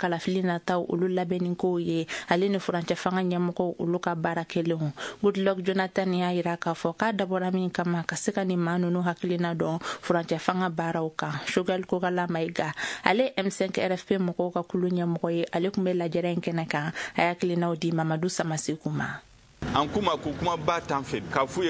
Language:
Bambara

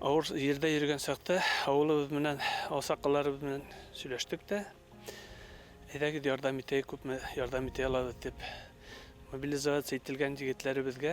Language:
Bashkir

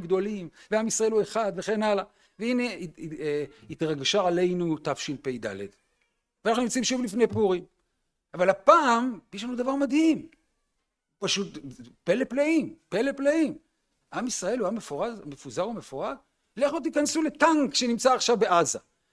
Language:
Hebrew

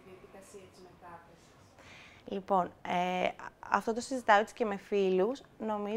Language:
Greek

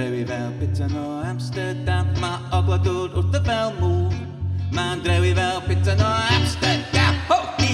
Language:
Welsh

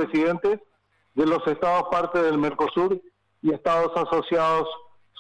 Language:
Spanish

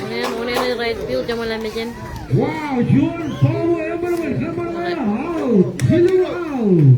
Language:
Marshallese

